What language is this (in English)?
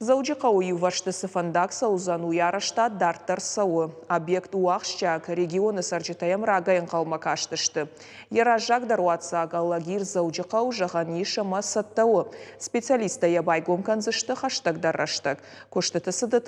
Ossetic